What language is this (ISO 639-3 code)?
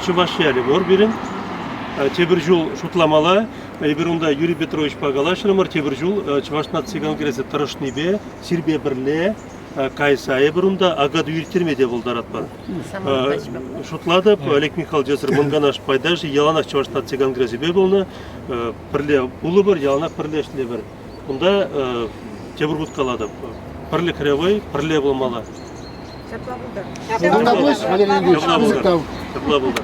chv